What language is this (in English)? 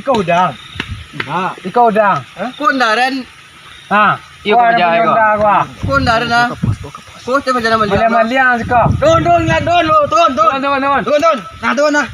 Minangkabau